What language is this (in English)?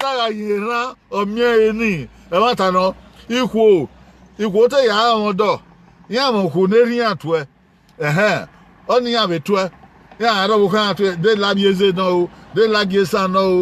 Bini